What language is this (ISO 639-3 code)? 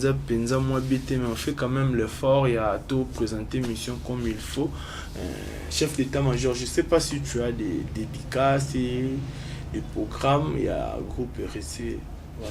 lin